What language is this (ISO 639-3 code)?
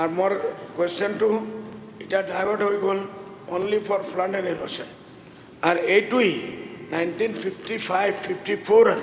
asm